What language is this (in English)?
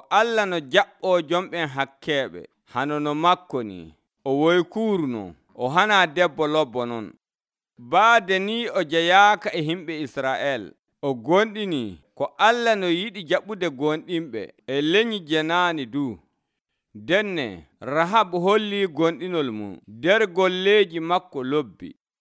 Nigerian Fulfulde